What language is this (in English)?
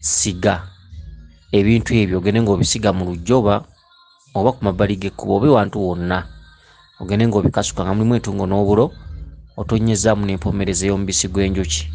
Ganda